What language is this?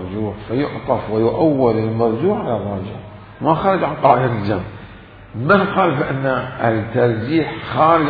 Mesopotamian Arabic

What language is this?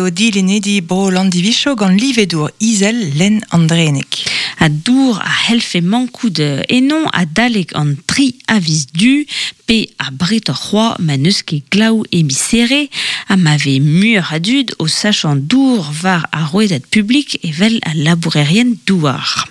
Breton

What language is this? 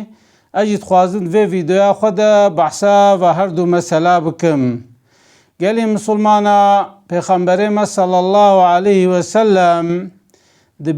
Kurdish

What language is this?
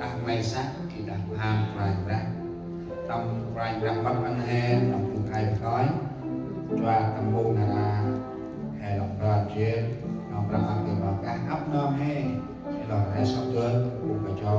Central Mnong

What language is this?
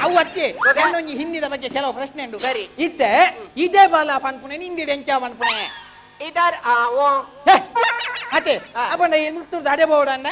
Tulu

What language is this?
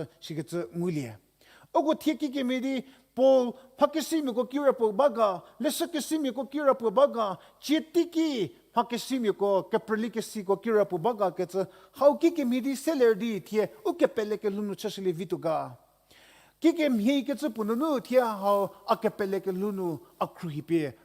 Angami Naga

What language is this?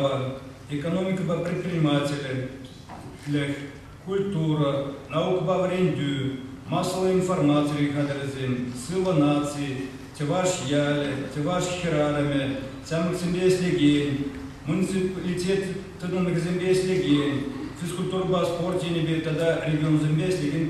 Chuvash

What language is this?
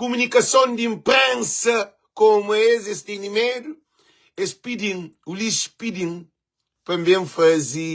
Kabuverdianu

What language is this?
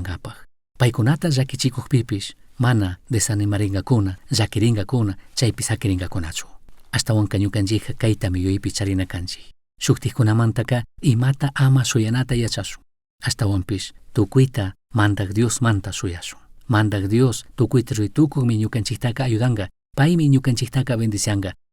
Chimborazo Highland Quichua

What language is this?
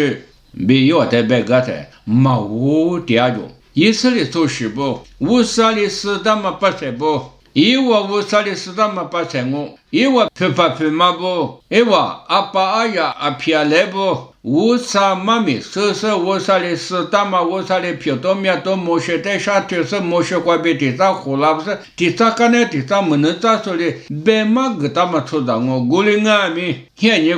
Lisu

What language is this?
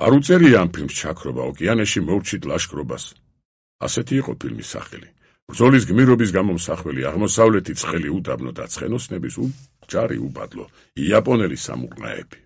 Georgian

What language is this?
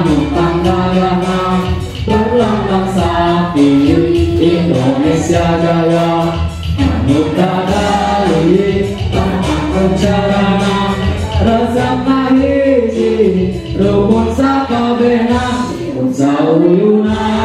Sundanese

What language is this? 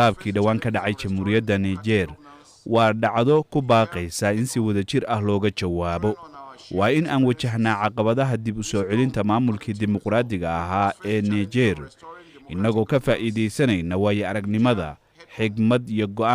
Somali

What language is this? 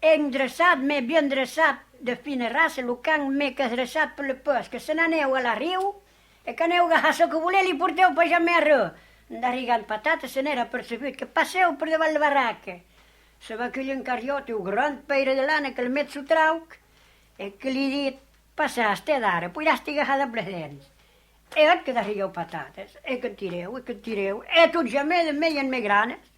Occitan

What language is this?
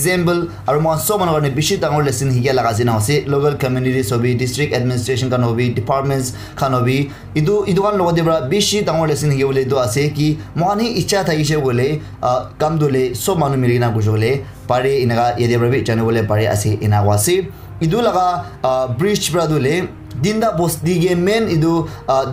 Naga Pidgin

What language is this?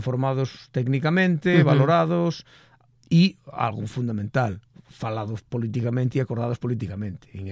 Galician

